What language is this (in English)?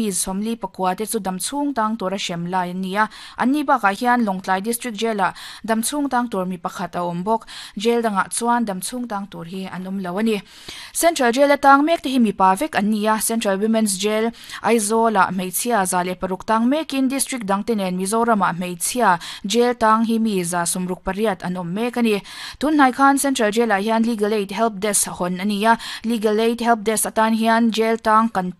Mizo